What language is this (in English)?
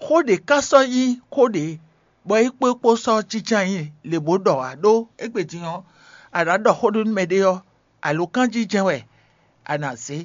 Fon